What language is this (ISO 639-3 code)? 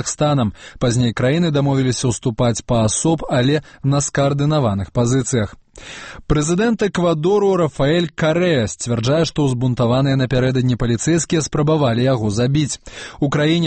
bel